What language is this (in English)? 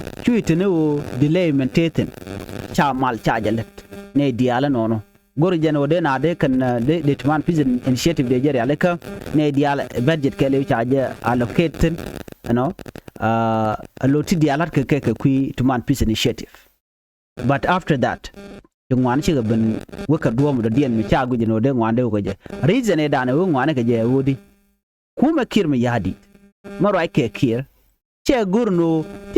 Nuer